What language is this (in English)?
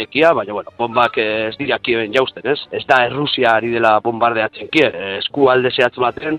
Basque